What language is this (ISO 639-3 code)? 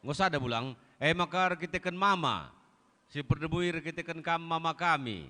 btx